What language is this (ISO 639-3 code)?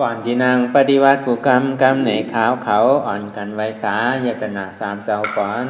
shn